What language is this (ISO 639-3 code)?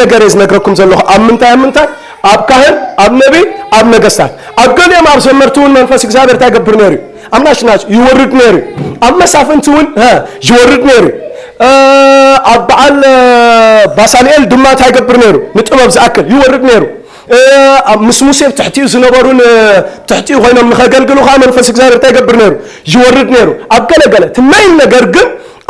tir